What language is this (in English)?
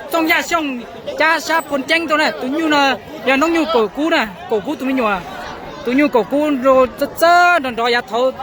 Hmong